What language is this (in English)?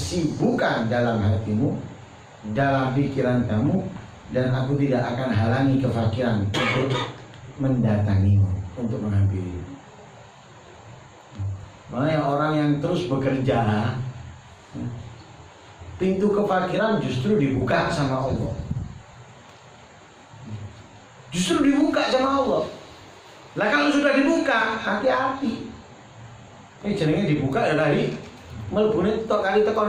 Indonesian